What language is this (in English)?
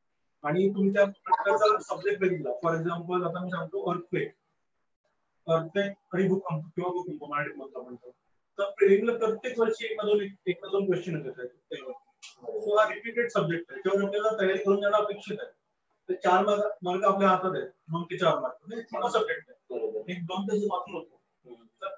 Marathi